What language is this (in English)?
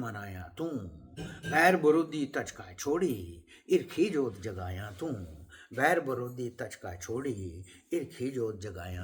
Dogri